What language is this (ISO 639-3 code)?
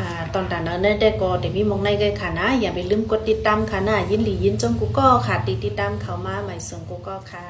shn